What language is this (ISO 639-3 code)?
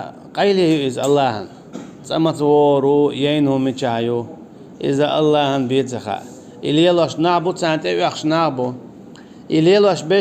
che